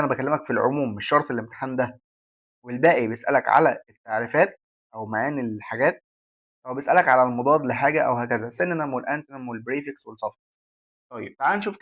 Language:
Egyptian Arabic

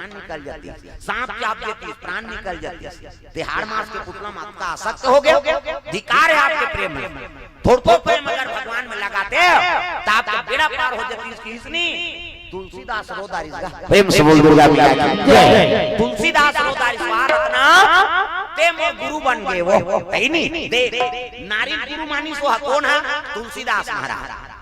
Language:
Chhattisgarhi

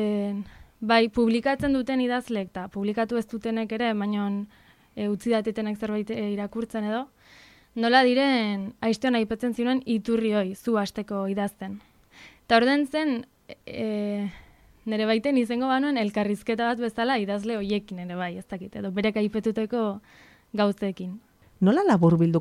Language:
Basque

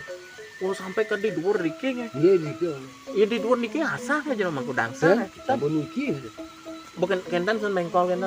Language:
Balinese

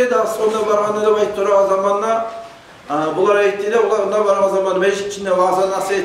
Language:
Kumyk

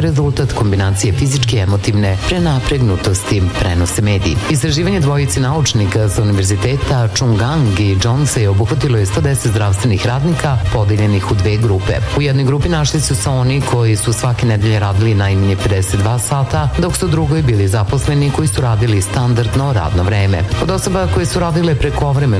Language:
Serbian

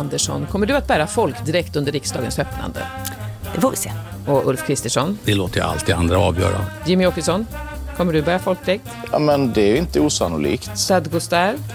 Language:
Swedish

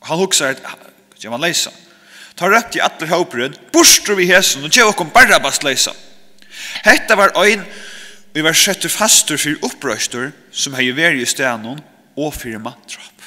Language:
Faroese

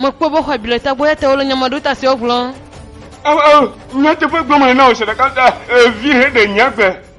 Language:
Ewe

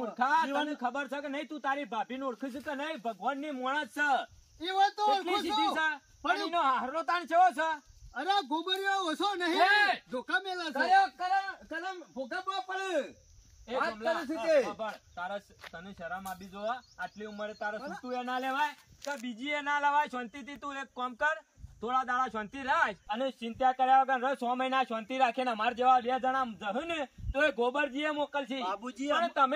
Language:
Gujarati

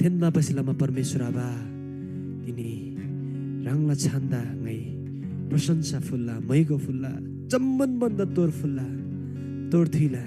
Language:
Eastern Tamang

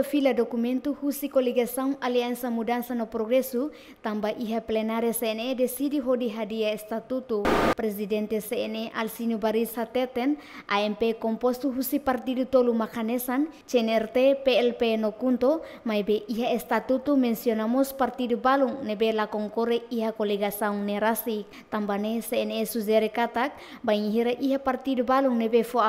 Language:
Tetum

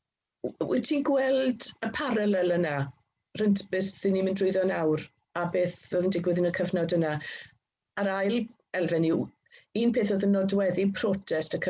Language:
Welsh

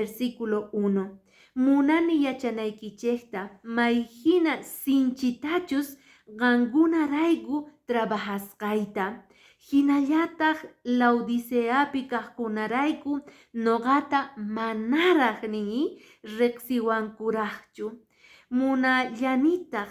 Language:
Quechua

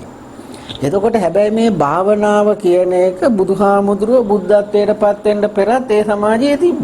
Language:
Sinhala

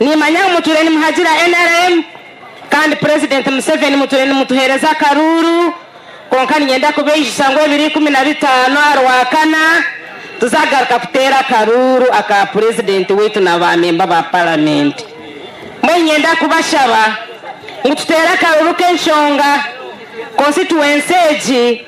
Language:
Nyankole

